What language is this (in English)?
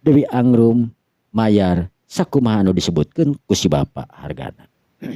Sundanese